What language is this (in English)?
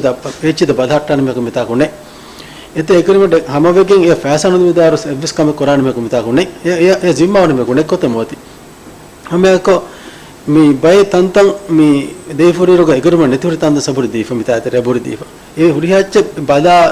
Divehi